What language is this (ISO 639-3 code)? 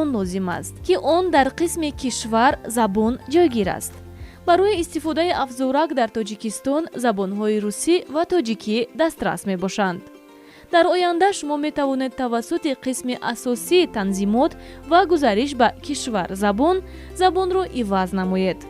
tgk